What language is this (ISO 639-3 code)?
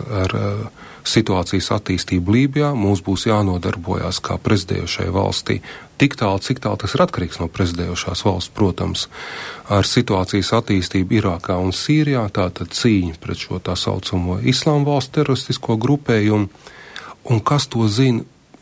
lav